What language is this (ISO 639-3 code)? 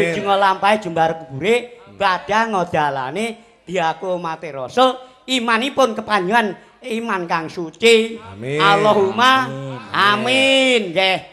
jav